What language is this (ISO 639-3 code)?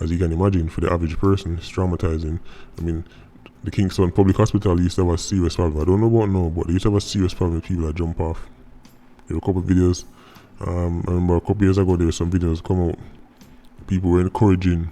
jam